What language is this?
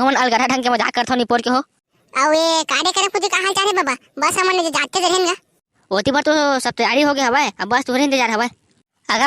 Chhattisgarhi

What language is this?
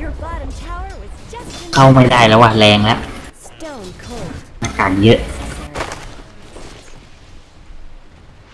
Thai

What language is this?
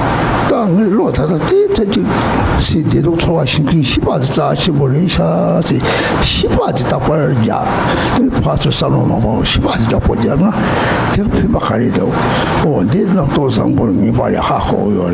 Tibetan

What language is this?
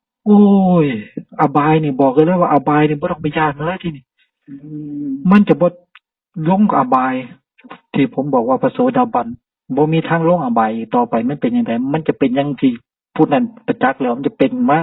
Northeastern Thai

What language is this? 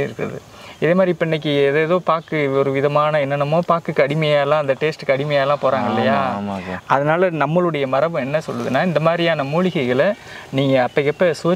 Tamil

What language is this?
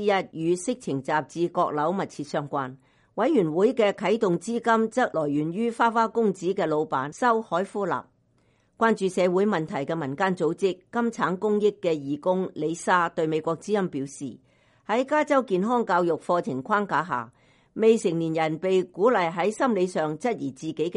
Cantonese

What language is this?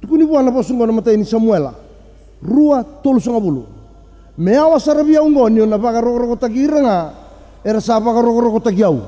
Fijian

